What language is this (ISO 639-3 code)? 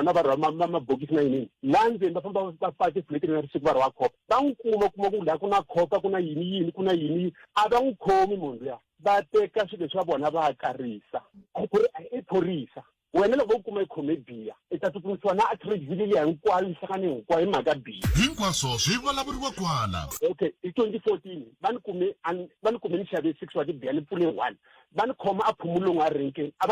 tso